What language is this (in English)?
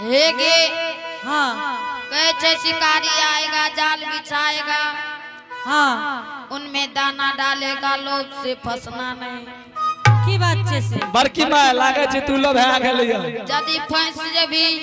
Angika